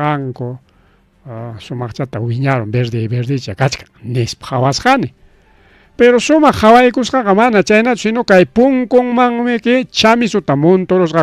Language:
Ayacucho Quechua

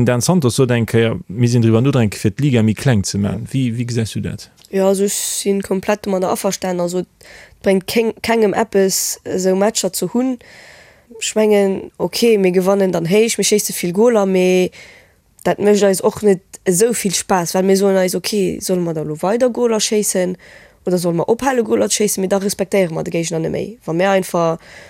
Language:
Luxembourgish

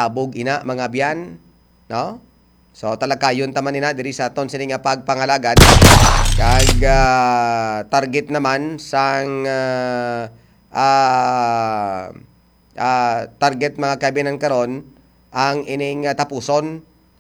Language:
Hiligaynon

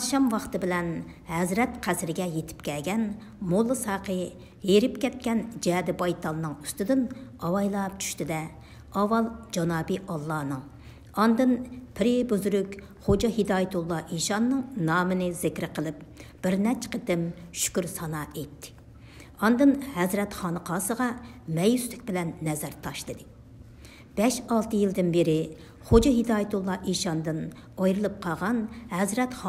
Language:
Uyghur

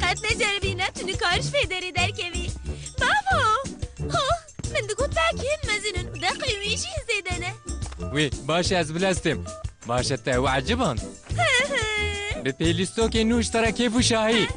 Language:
Kurdish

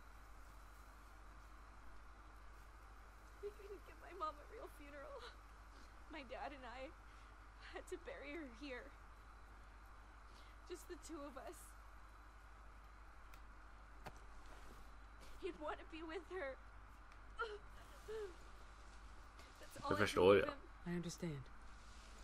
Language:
Swedish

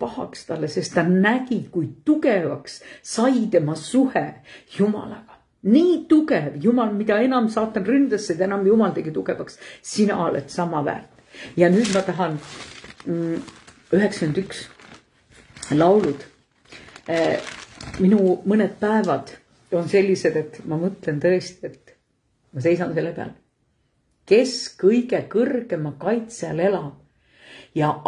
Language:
Estonian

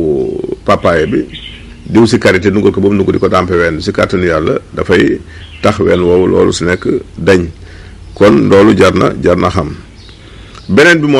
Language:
Wolof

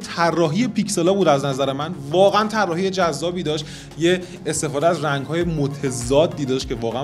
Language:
Persian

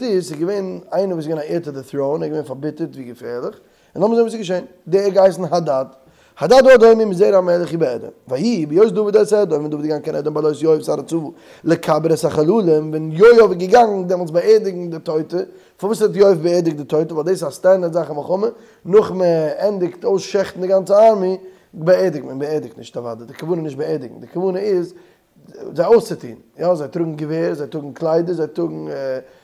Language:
Yiddish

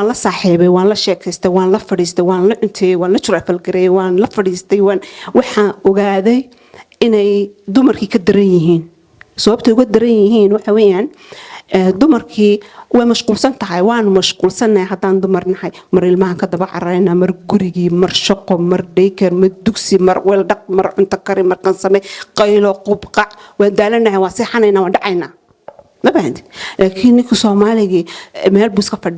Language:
Somali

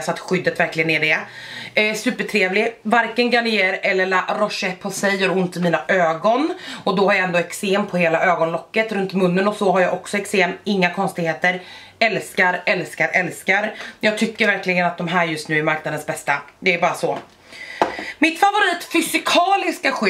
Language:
Swedish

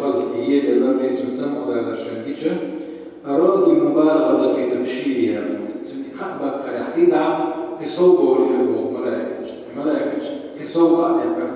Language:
Chechen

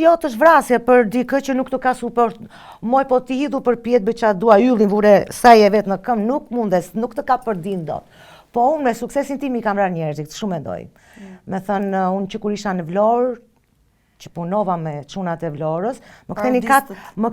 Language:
Albanian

